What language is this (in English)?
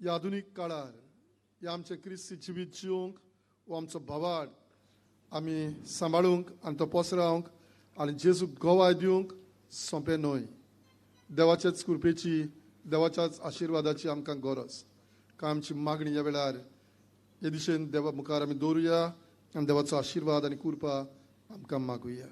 Konkani